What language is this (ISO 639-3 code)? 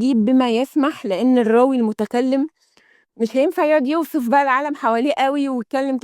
arz